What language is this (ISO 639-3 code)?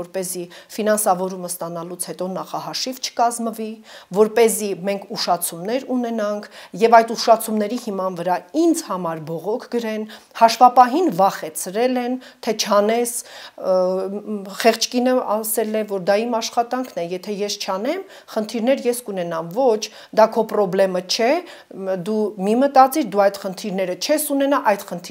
hye